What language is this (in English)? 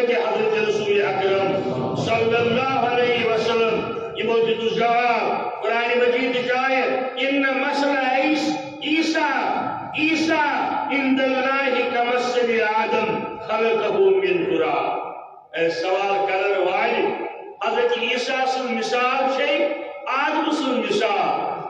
Kashmiri